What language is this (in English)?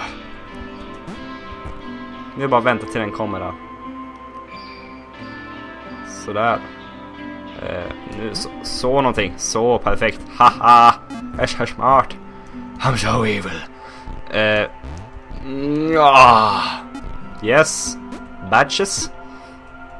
Swedish